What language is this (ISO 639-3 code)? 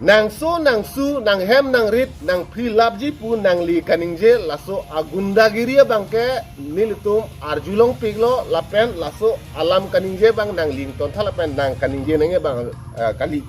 mjw